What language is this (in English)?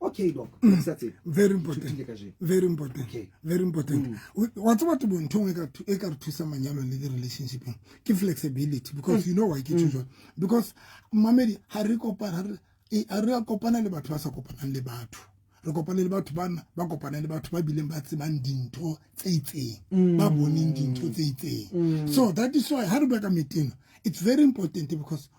Southern Sotho